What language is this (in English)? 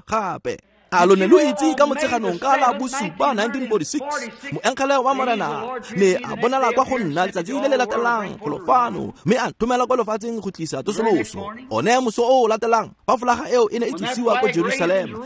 Tswana